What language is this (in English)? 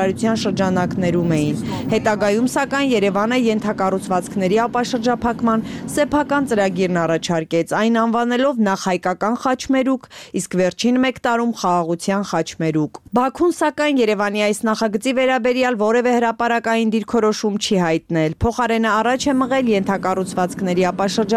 Armenian